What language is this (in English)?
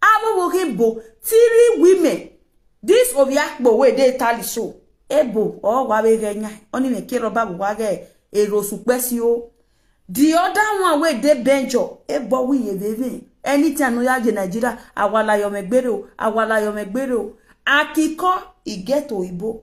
Nigerian Pidgin